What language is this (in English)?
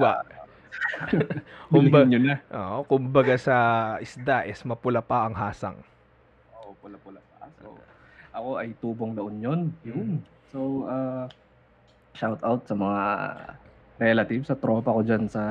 Filipino